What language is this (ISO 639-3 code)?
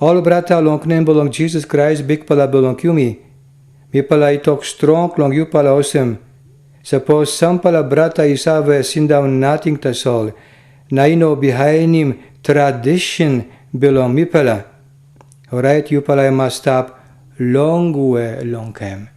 tpi